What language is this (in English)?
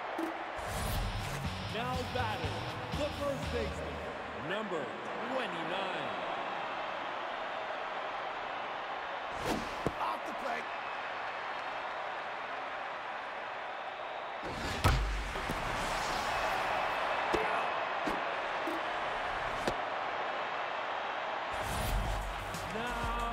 English